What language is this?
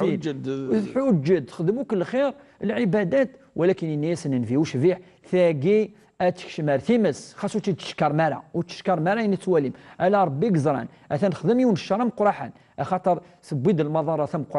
Kabyle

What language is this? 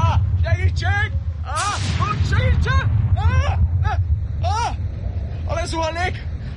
Hungarian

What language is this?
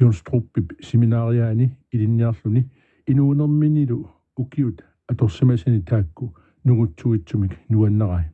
Kalaallisut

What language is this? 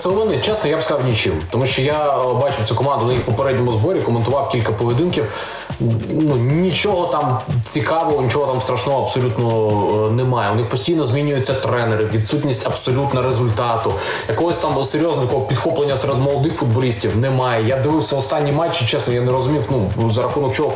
Ukrainian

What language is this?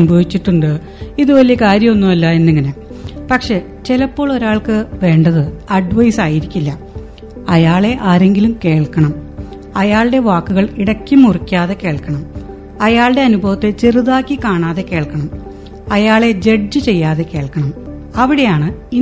Malayalam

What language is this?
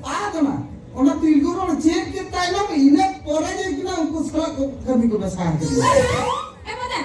Santali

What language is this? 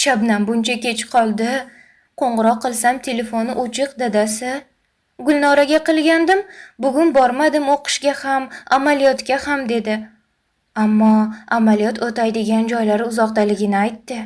Uzbek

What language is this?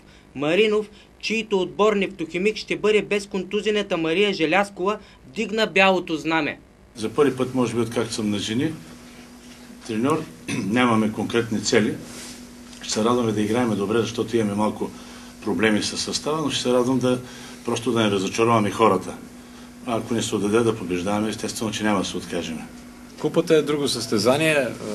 Bulgarian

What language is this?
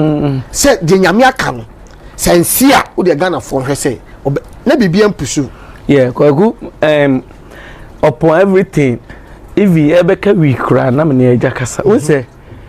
Akan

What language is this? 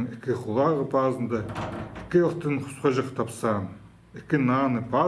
Khakas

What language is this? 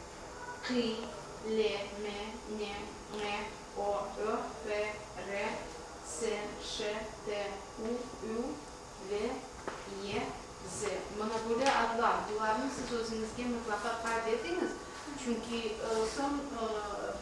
Crimean Tatar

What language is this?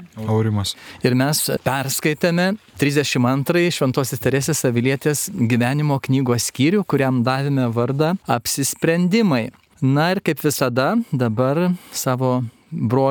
Lithuanian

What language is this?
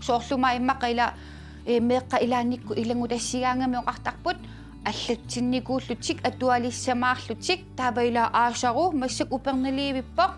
Kalaallisut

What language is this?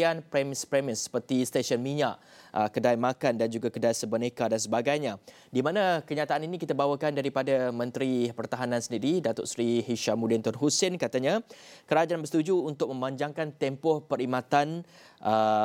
Malay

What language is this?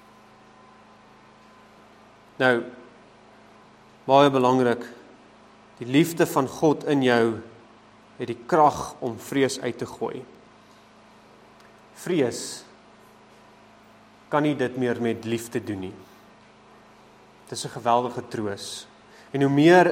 Afrikaans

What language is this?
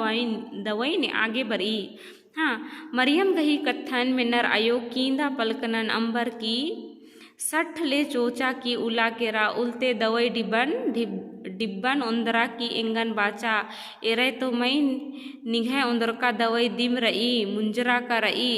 Kurukh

